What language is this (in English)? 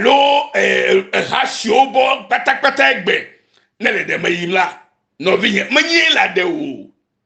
Ewe